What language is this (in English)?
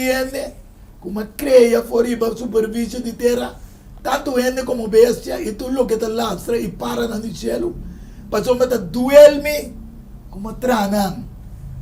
Papiamento